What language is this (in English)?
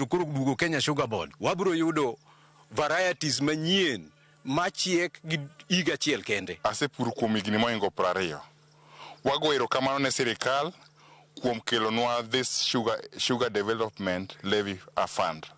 Luo (Kenya and Tanzania)